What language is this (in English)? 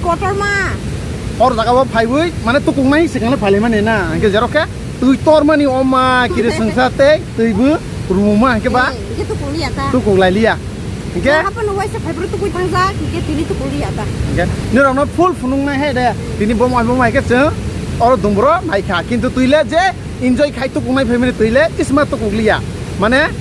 Kok Borok